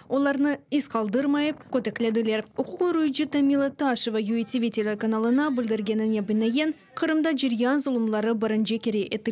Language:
Crimean Tatar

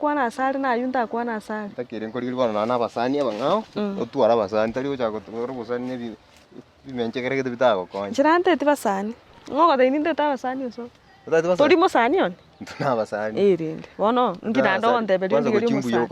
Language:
Gusii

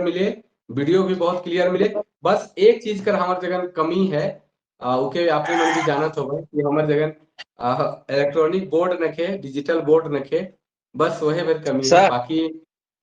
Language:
Sadri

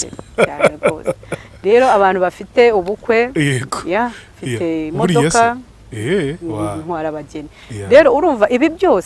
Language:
Kinyarwanda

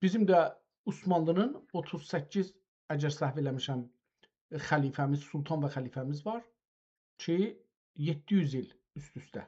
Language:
South Azerbaijani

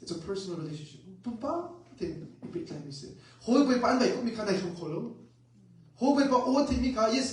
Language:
Hakha Chin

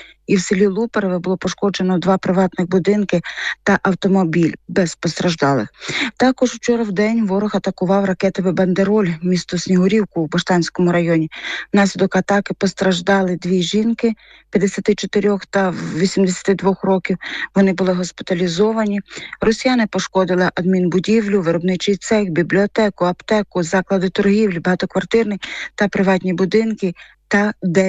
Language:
Ukrainian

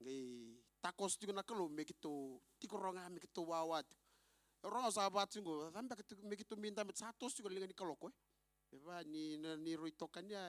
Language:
Fijian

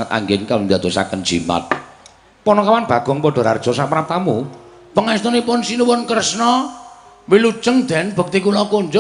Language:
Javanese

